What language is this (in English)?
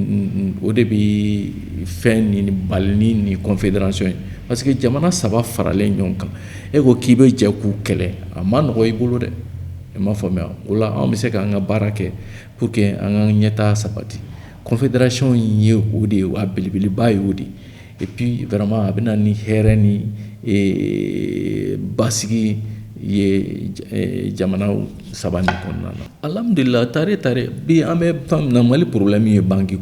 Bambara